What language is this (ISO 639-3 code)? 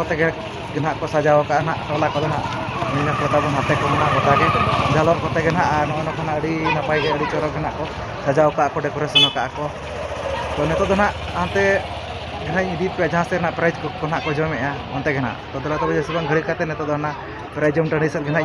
sat